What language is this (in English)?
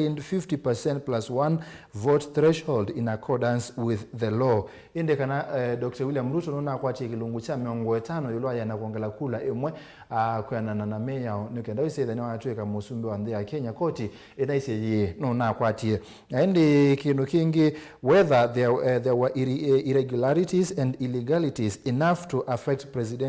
Kamba